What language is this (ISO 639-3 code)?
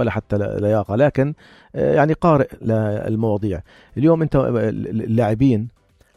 apc